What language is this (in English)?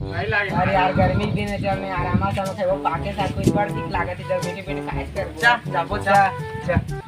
Chhattisgarhi